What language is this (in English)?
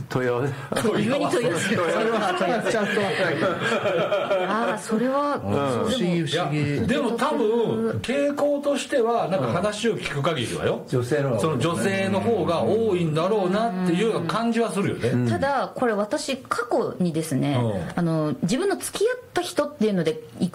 Japanese